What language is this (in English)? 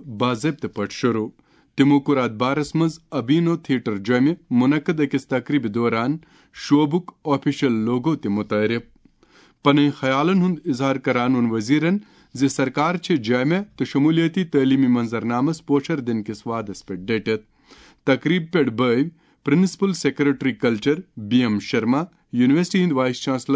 Kashmiri